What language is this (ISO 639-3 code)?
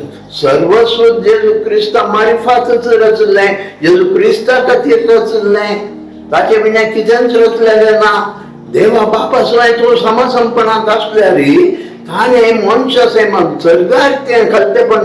kok